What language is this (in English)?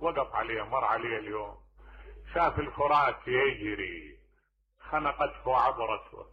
Mesopotamian Arabic